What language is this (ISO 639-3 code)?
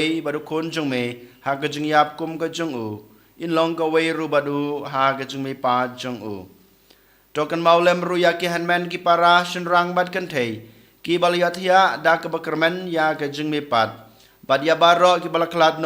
kha